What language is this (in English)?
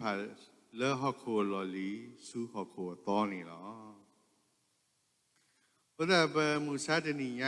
S'gaw Karen